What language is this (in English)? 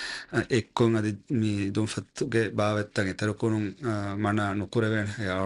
Divehi